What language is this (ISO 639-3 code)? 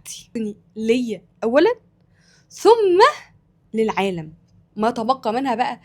arz